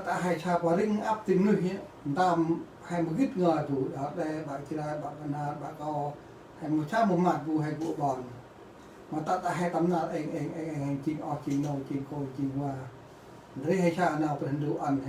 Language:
Central Mnong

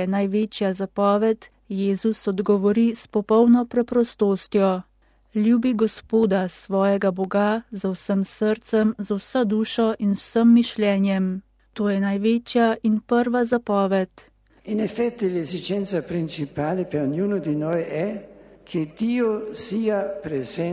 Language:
Slovenian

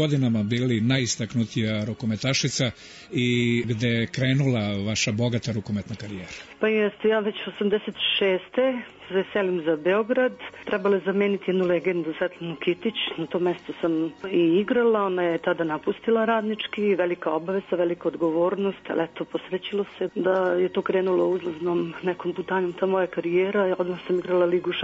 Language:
Serbian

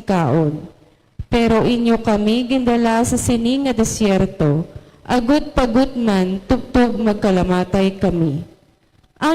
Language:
Hiligaynon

